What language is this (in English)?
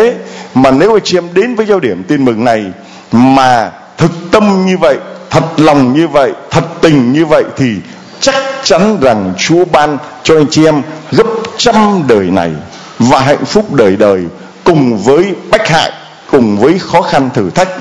Vietnamese